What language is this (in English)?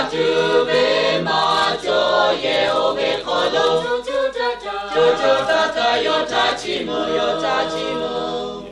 Lahu